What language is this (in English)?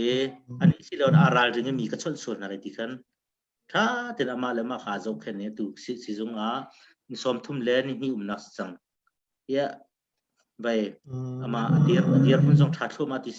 Hakha Chin